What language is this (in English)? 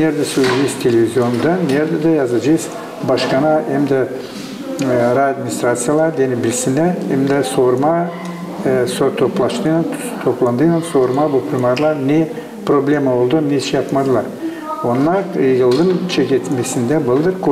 Gagauz